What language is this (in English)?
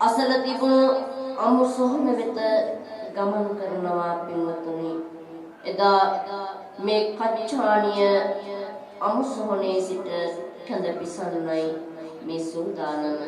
Sinhala